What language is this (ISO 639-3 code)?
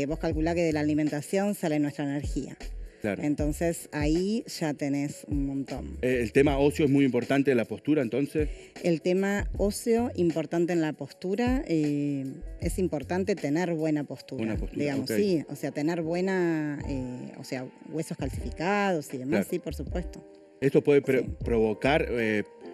spa